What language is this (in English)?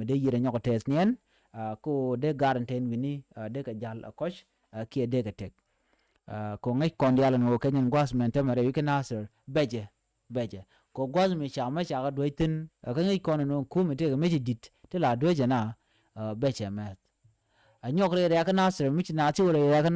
Nuer